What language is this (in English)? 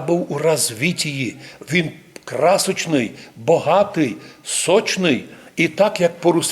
Rusyn